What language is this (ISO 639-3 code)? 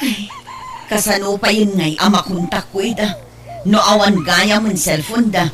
ilo